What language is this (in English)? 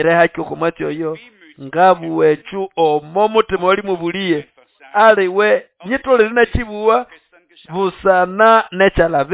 Nande